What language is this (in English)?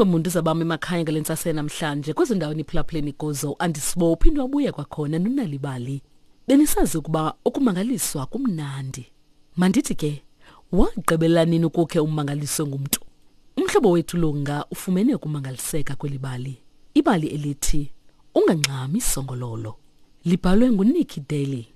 Xhosa